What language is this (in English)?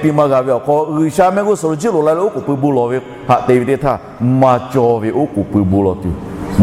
Lahu